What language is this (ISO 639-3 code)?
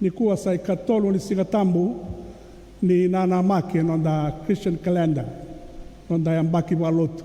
fij